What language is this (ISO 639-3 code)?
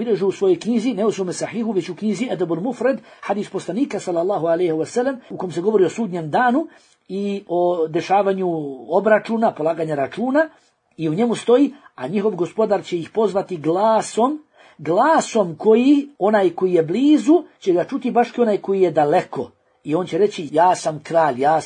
bos